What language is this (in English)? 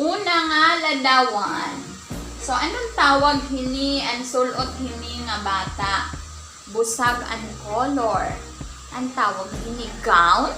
Waray